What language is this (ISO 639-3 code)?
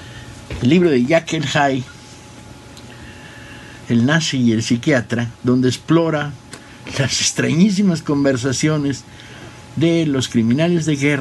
spa